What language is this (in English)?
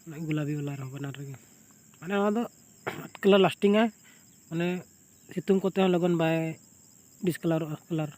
Santali